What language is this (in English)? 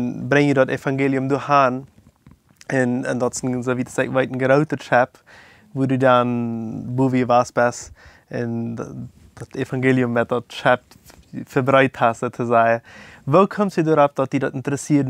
Plautdietsch